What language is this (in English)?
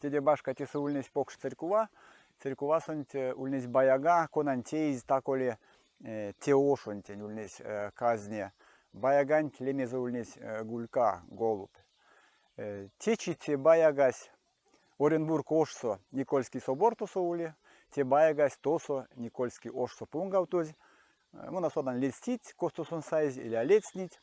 Erzya